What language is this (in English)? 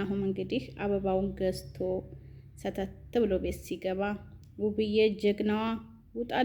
Amharic